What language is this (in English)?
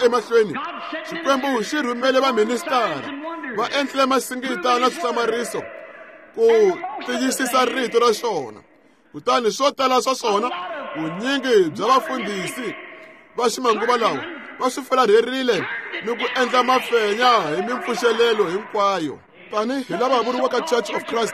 Tsonga